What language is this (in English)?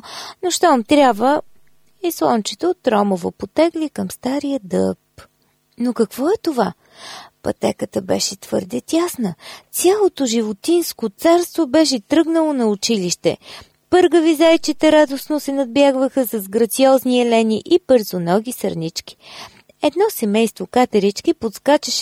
Bulgarian